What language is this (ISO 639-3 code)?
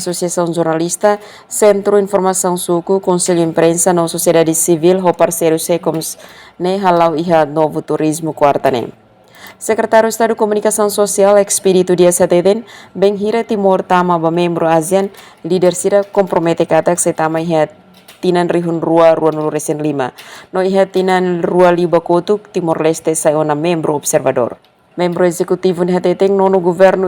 tet